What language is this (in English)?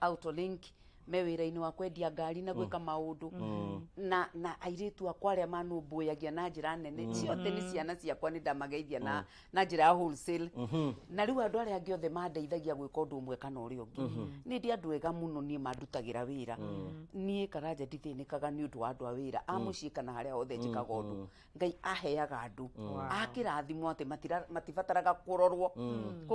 Kikuyu